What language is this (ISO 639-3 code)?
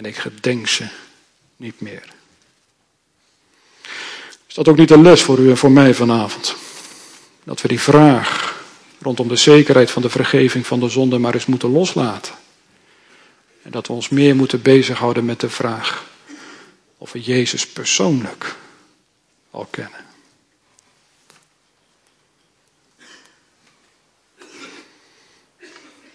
nld